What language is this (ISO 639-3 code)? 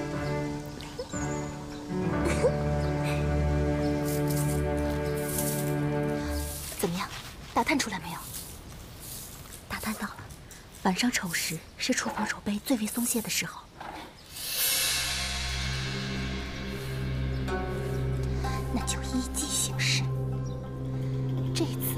zho